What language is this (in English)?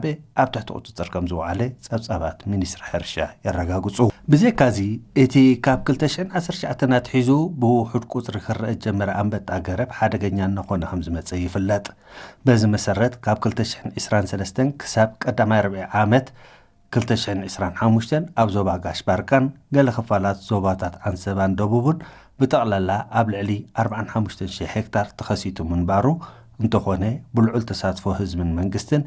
Tigrinya